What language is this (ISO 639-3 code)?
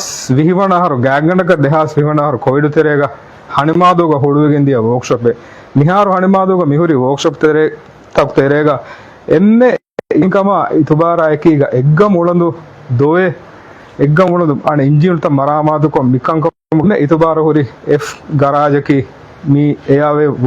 div